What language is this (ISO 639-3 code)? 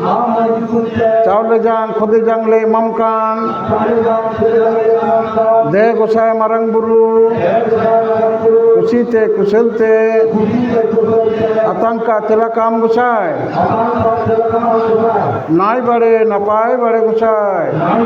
sat